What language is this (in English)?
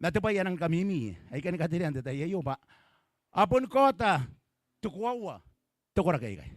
Gilbertese